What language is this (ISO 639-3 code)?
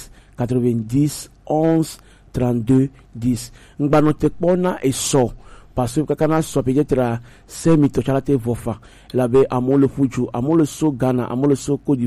gej